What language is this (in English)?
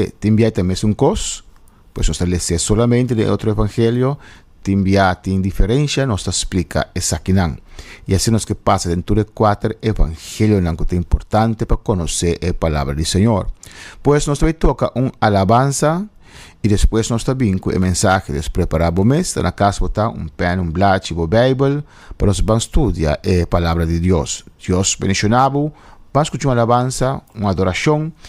Papiamento